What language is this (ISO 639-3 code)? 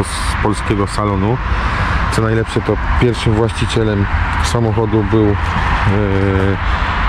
pol